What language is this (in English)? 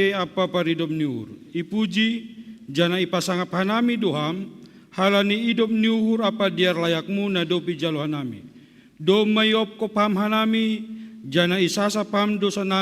Batak Simalungun